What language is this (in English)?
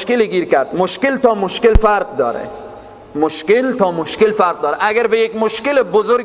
Persian